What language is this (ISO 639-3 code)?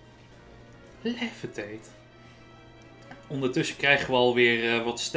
nld